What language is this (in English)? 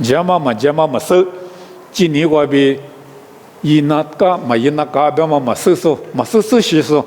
Lisu